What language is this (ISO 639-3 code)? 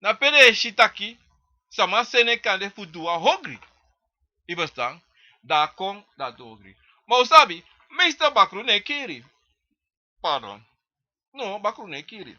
srn